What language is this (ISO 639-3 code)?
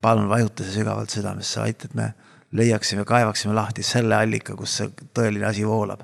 est